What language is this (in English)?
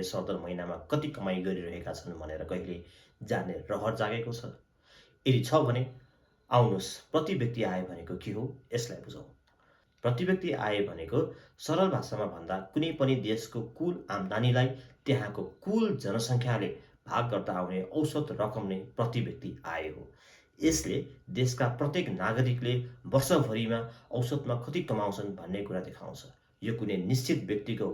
Nepali